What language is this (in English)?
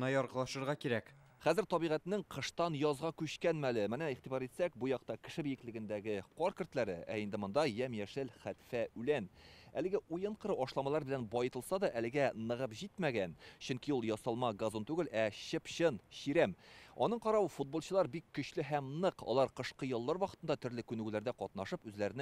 Tatar